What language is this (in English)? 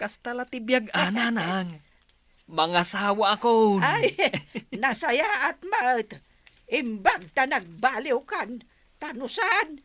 Iloko